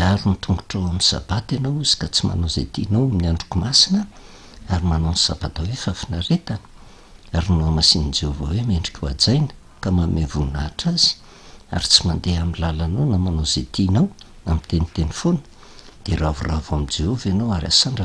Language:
Malagasy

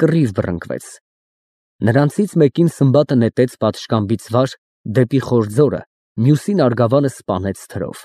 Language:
Armenian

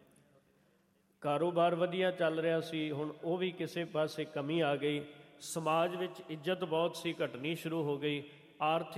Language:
Punjabi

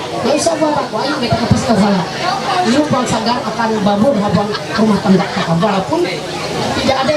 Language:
Ma'anyan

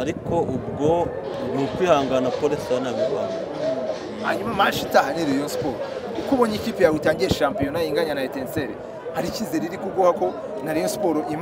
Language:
Kinyarwanda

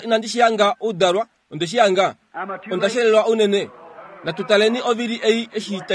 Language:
Kuanyama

